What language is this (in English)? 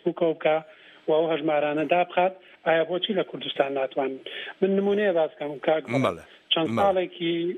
Central Kurdish